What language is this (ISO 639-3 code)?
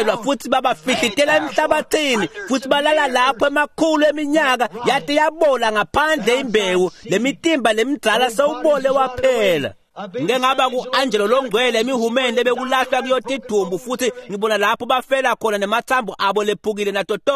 ssw